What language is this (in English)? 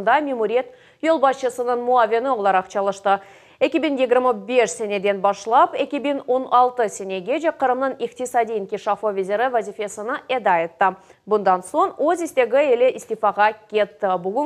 Crimean Tatar